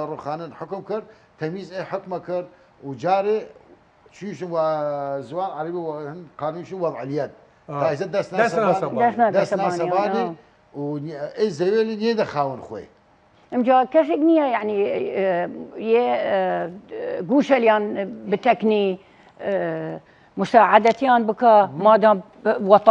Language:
Southern Kurdish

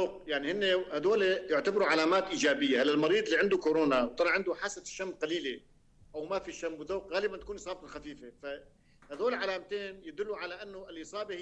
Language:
North Levantine Arabic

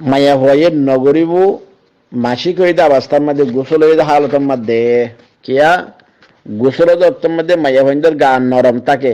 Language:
Rohingya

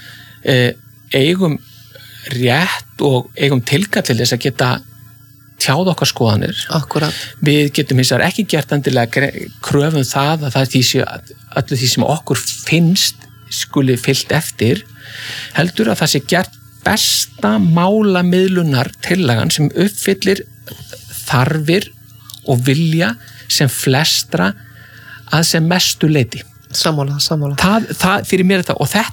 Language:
Icelandic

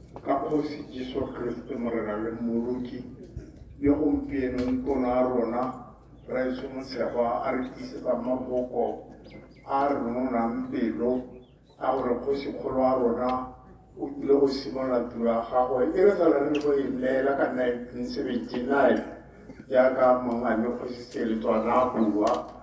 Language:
Tswana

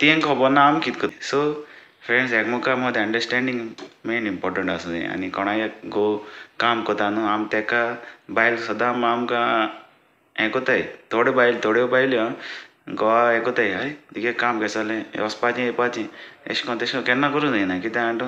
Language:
Konkani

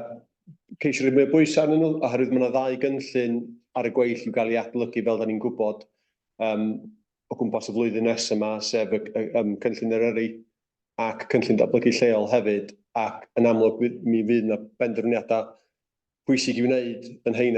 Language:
Welsh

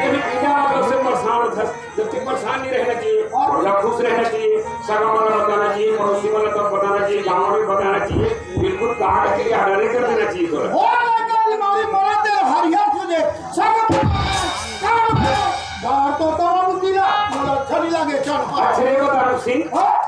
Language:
Chhattisgarhi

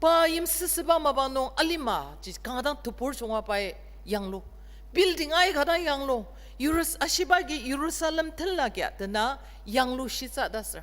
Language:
Ao Naga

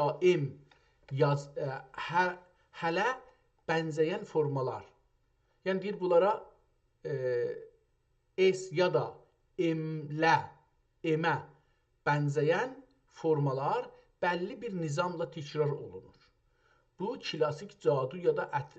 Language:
South Azerbaijani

